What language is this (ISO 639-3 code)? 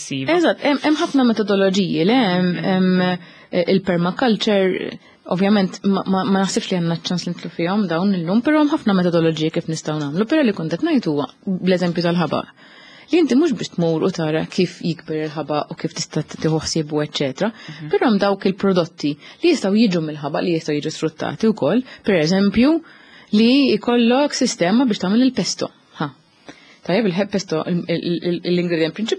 mlt